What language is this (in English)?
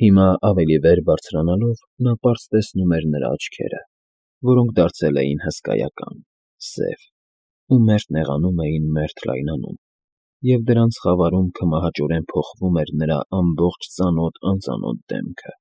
Armenian